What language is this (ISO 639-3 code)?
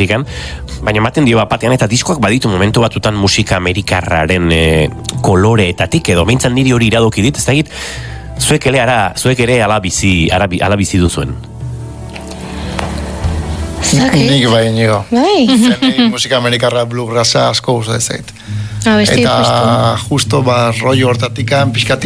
eus